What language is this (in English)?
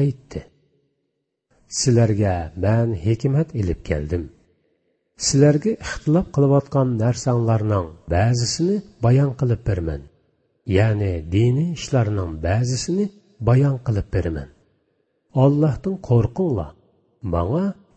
Uyghur